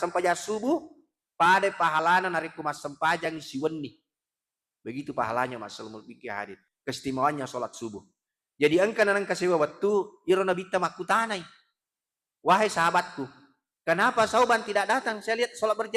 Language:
Buginese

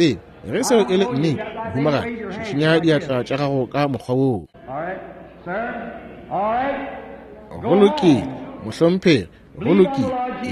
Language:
Northern Sotho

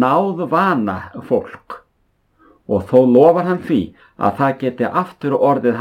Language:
Icelandic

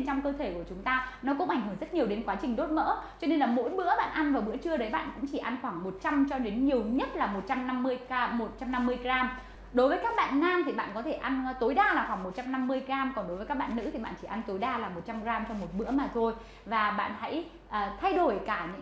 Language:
Vietnamese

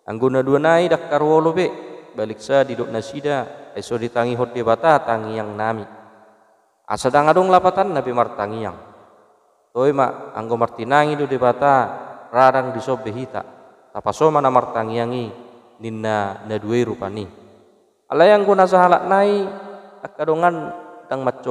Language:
Batak Toba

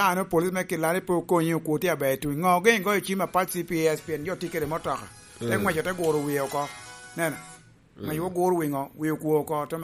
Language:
Lango (Uganda)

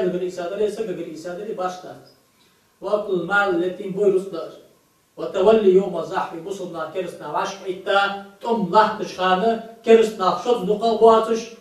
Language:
Ingush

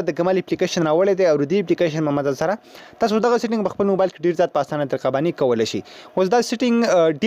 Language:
Pashto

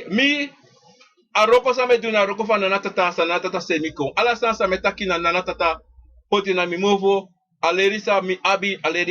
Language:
Sranan Tongo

